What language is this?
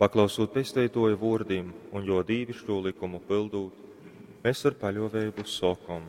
Latgalian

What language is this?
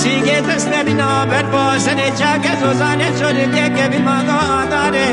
Kurdish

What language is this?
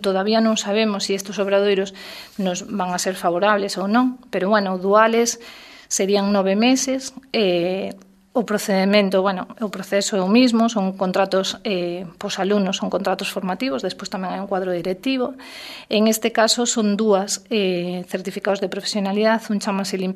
Galician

